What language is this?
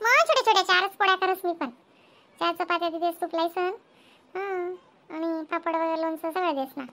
Khandesi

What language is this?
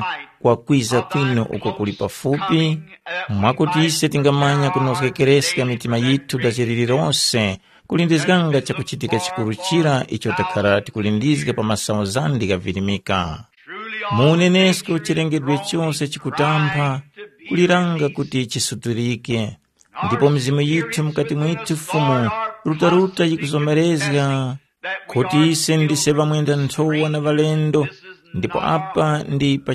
Tumbuka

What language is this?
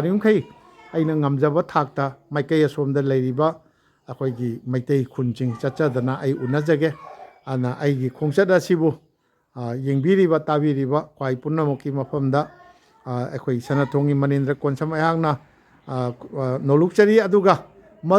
Manipuri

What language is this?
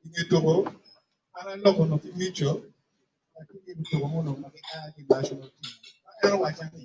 Acoli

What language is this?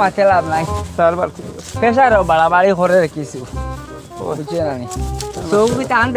Sylheti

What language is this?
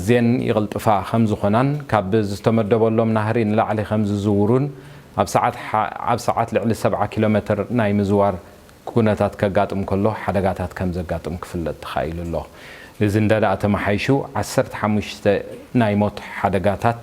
Tigrinya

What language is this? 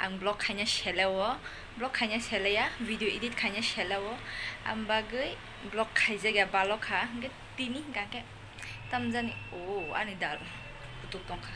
Kok Borok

